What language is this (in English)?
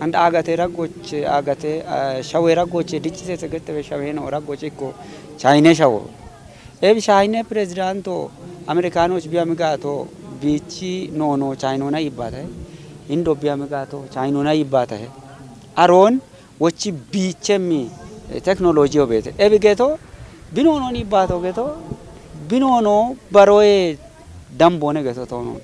Kafa